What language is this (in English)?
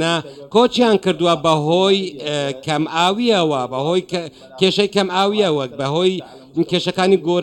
Central Kurdish